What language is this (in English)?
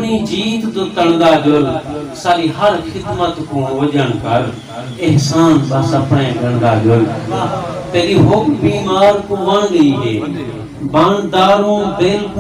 Saraiki